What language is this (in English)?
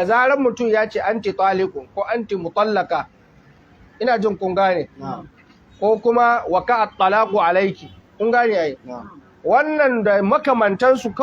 Hausa